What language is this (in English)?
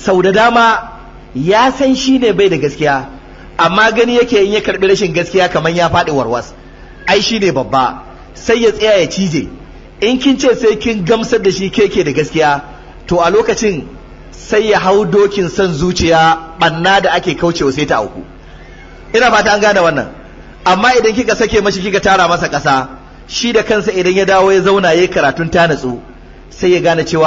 Hausa